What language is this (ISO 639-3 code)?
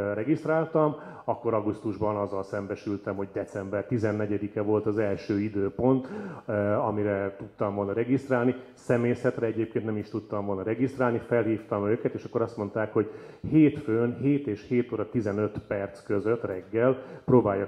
hun